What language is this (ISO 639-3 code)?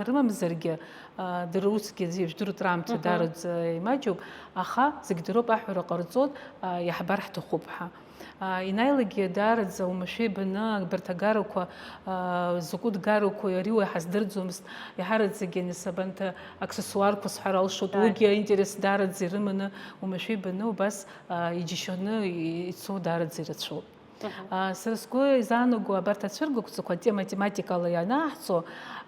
abk